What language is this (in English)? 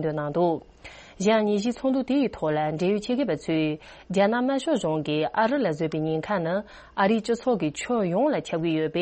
Tibetan